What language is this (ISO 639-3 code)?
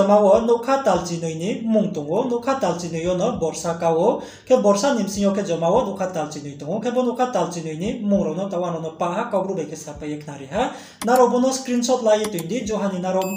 ria